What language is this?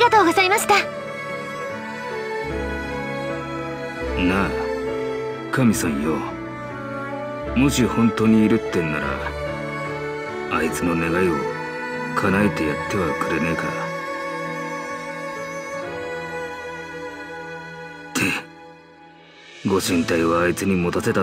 Japanese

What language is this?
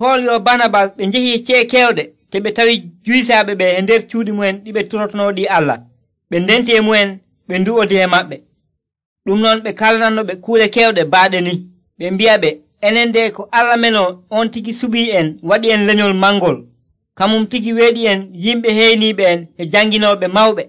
Nigerian Fulfulde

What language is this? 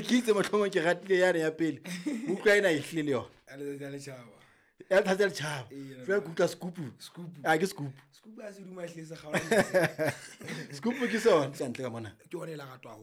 Southern Sotho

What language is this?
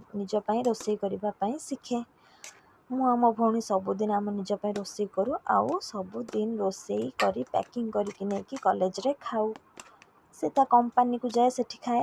Odia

